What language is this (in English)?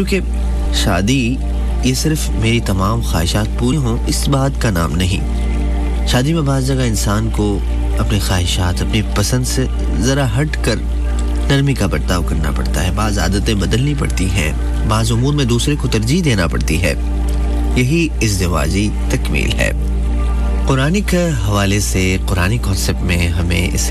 Urdu